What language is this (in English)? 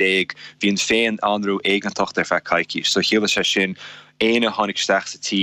Irish